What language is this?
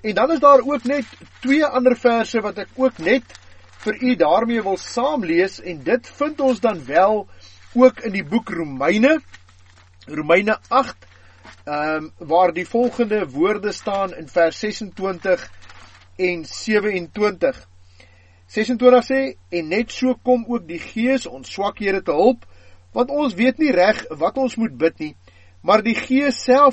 Afrikaans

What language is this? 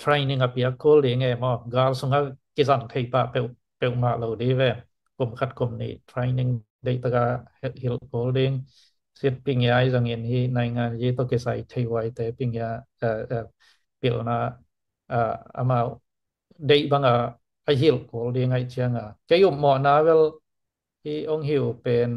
Tedim Chin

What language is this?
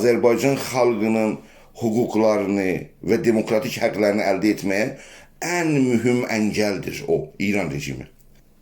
South Azerbaijani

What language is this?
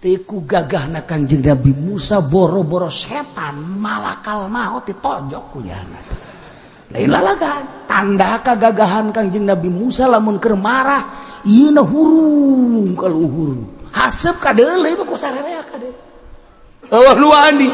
Sundanese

